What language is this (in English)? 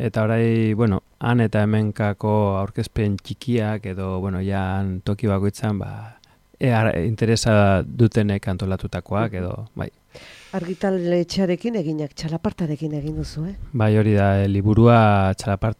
Basque